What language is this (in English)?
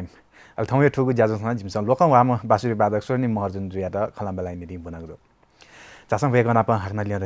Newari